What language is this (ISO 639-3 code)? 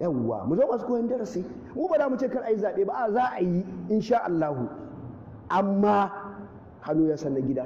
hau